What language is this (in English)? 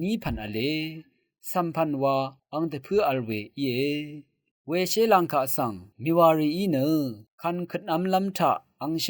Rawang